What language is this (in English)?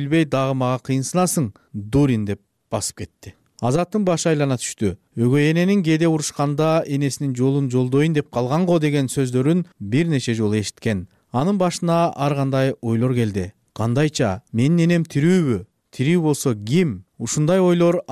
Kyrgyz